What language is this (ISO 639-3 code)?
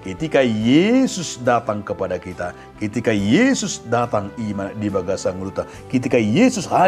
bbc